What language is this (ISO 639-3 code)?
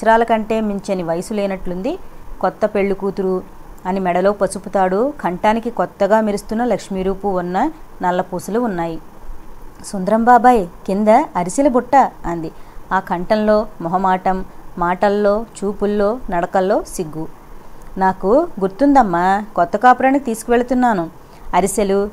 tel